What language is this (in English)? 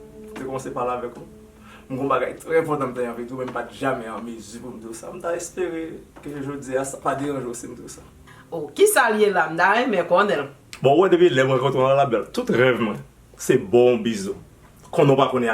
Haitian Creole